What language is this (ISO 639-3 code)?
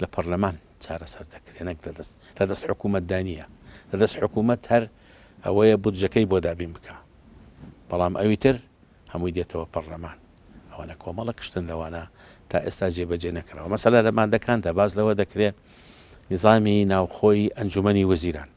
ckb